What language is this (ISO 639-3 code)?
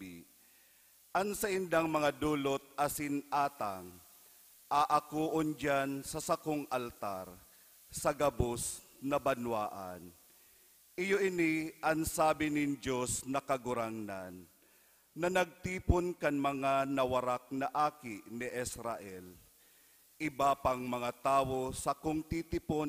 bik